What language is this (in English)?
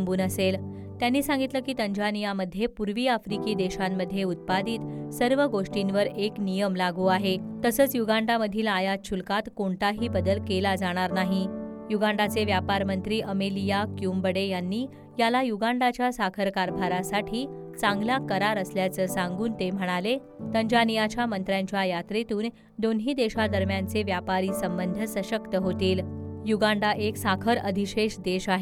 Marathi